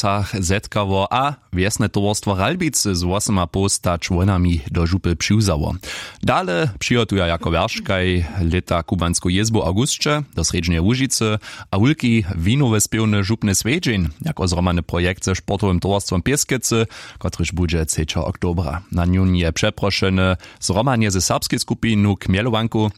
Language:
Upper Sorbian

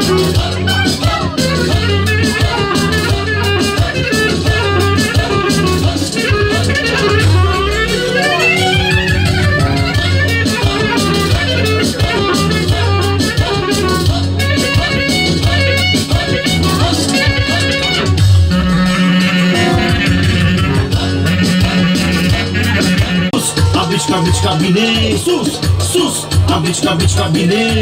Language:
Bulgarian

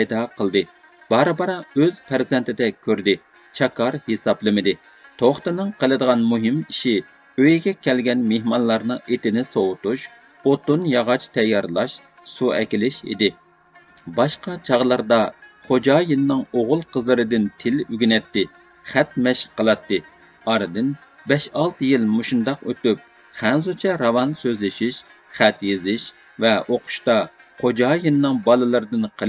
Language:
Uyghur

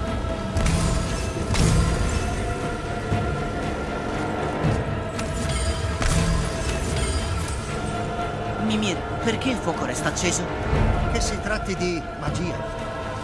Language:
Italian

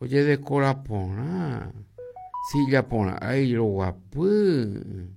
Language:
Guarani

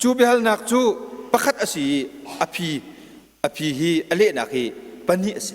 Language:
Hakha Chin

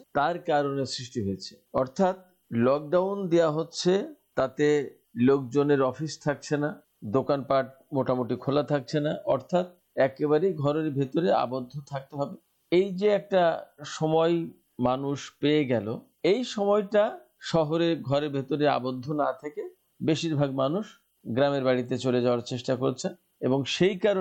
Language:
Bangla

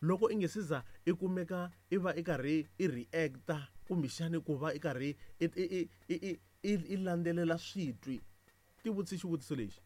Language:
Tsonga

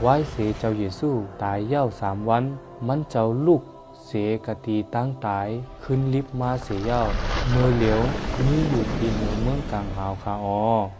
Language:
Shan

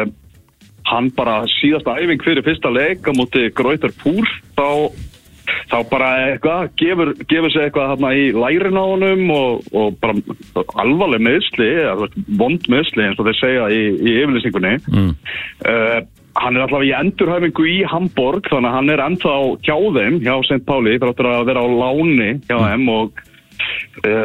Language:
Icelandic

